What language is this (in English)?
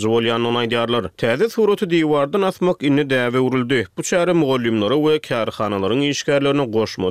Turkmen